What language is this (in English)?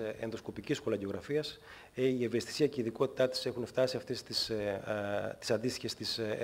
Greek